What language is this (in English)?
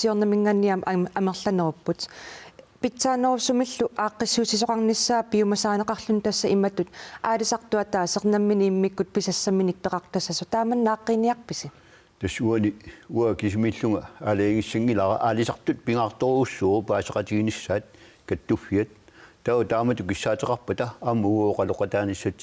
Kalaallisut